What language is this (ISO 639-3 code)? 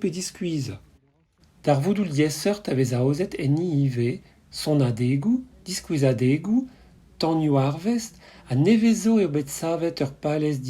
bre